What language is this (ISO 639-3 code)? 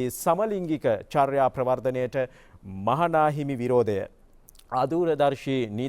sin